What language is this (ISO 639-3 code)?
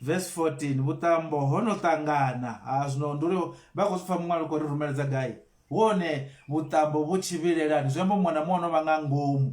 ven